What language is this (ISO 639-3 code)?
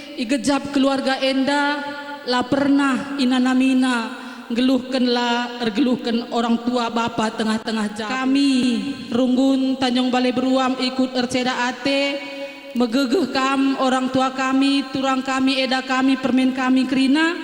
btx